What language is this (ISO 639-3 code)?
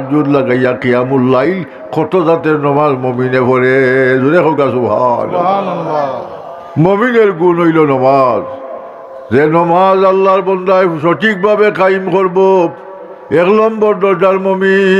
syl